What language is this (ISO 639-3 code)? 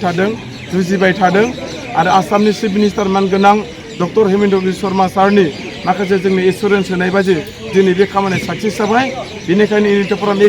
brx